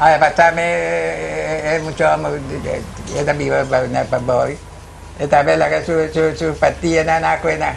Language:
Papiamento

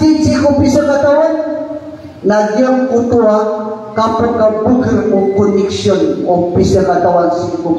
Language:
Maranao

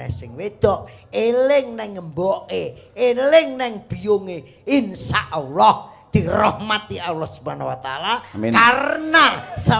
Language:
Javanese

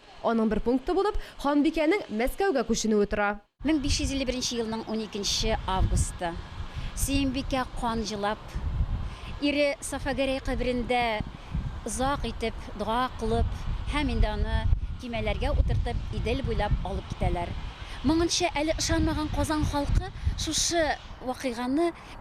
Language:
Tatar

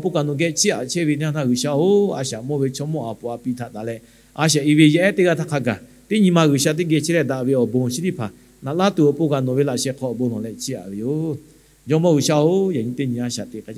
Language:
Lahu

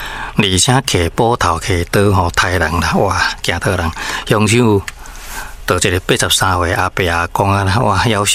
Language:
Min Nan Chinese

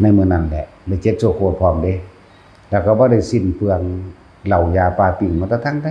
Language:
Lao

